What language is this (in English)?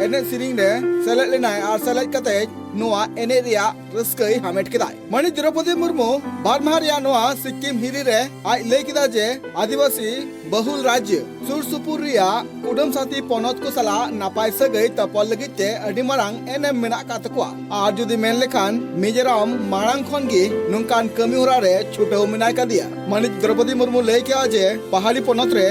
Santali